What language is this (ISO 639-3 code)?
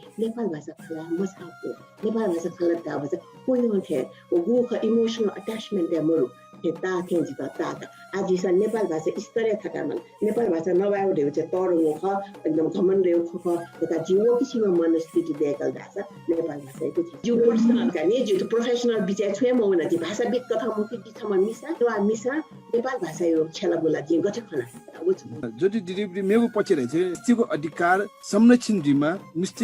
new